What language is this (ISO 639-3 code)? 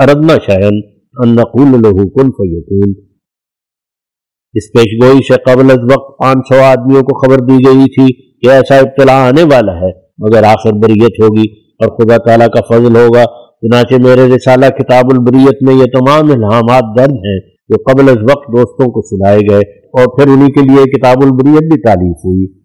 urd